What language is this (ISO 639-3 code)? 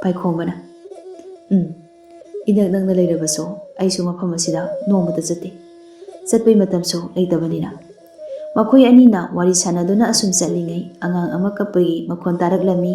mni